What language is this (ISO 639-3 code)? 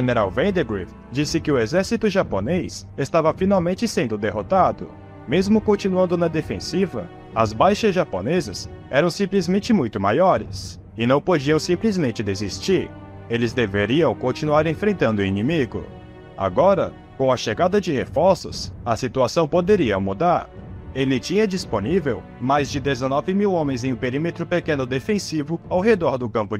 por